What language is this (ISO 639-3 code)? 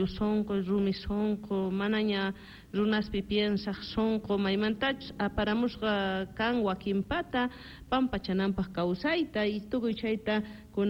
que